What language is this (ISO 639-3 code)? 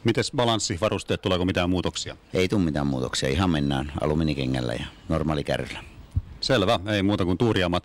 fin